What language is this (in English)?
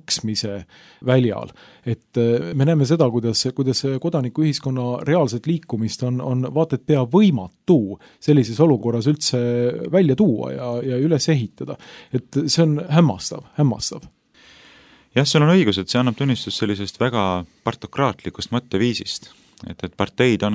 Estonian